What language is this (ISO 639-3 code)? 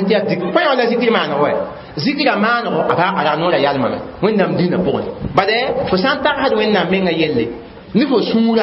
mos